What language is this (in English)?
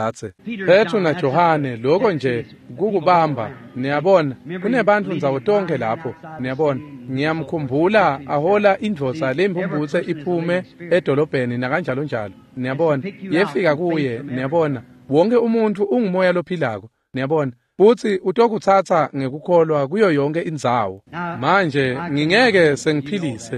Swati